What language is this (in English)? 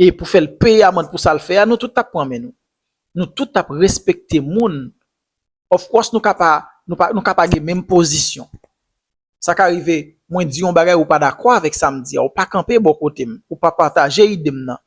Haitian Creole